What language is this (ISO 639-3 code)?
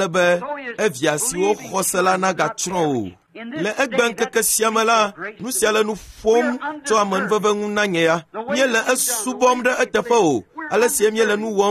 ewe